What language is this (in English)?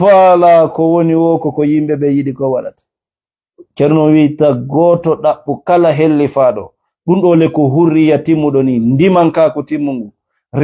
Fula